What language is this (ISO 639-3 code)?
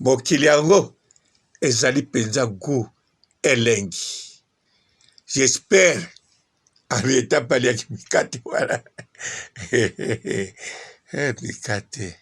lin